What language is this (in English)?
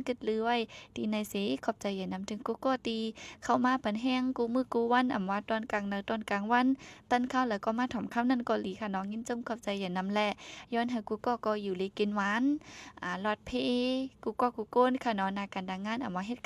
Shan